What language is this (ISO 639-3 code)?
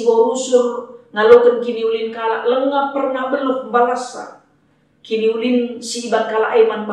btx